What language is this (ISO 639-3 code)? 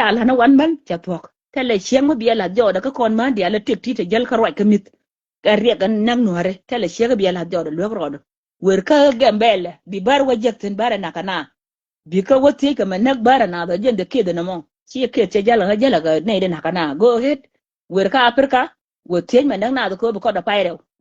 nus